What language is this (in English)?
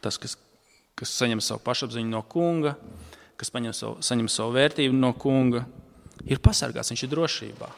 Latvian